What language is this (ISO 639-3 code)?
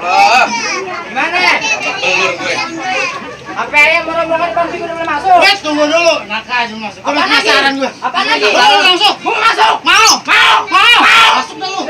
bew